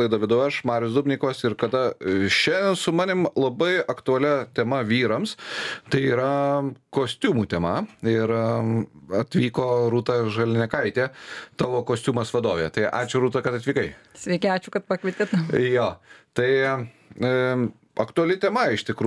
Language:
Lithuanian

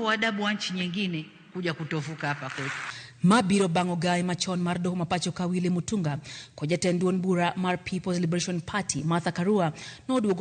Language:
Luo (Kenya and Tanzania)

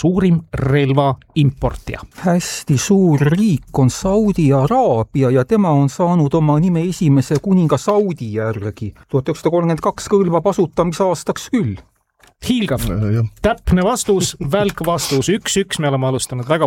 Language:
Estonian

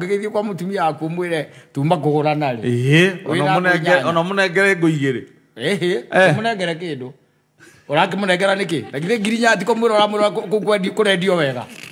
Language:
Kikuyu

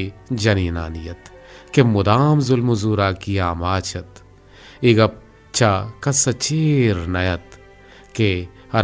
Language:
Eastern Balochi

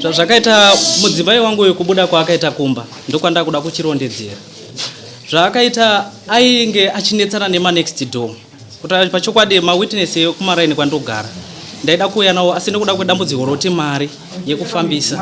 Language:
Shona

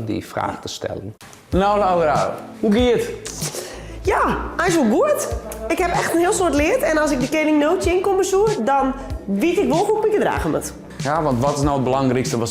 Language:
Western Frisian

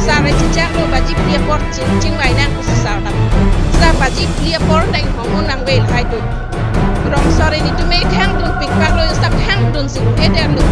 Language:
Karbi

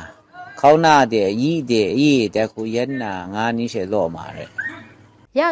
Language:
Kachin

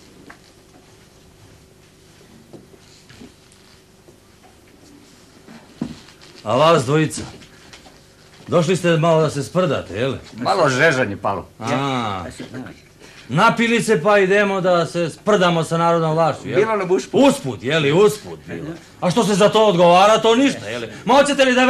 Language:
Serbian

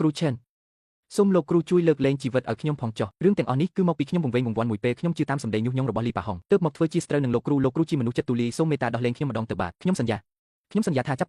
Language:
Khmer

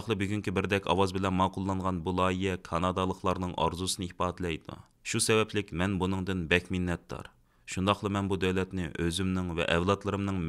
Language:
Uyghur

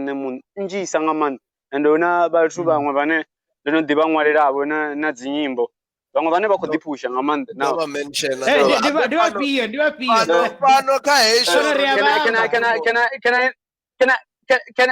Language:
Venda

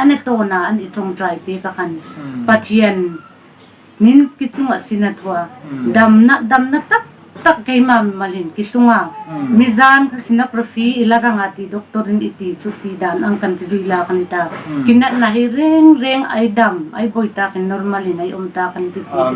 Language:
Hmar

